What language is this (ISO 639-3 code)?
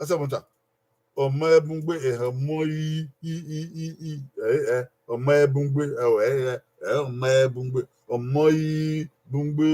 bin